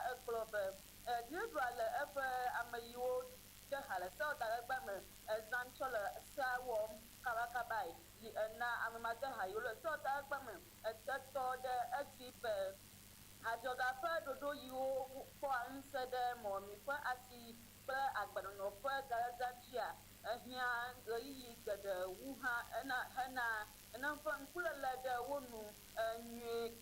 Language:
Ewe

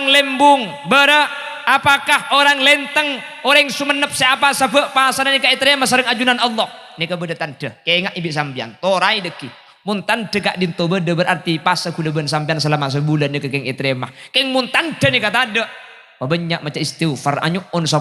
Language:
Madurese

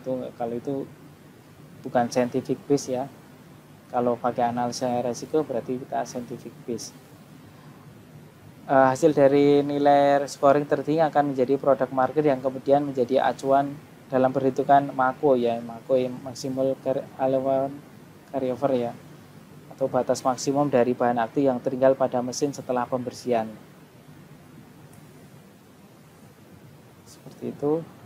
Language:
Indonesian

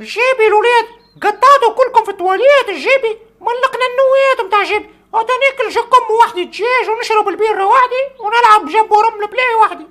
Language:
Tunisian Arabic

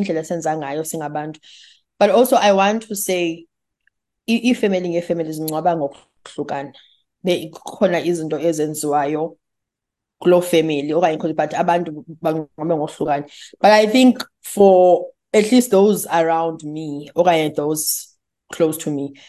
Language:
Xhosa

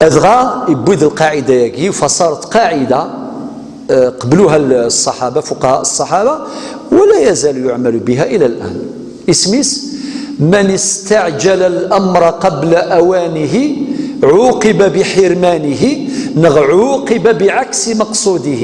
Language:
Kabyle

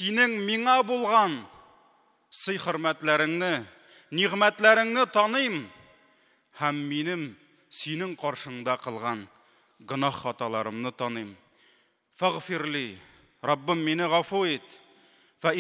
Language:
Tatar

